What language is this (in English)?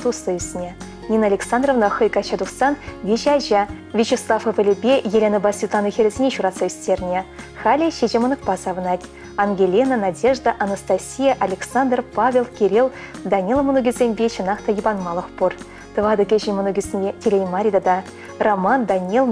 Chuvash